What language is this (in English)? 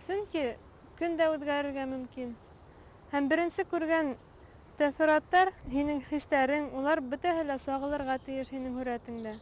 Bashkir